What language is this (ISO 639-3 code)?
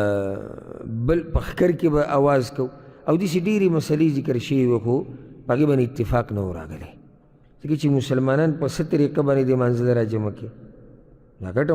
pus